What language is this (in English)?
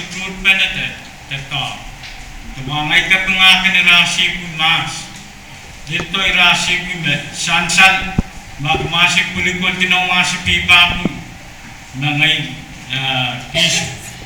Pohnpeian